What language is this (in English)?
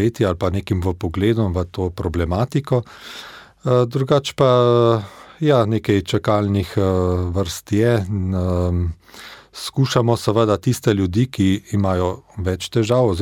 Slovenian